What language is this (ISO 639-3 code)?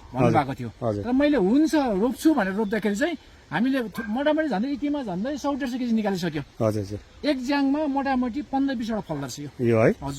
nep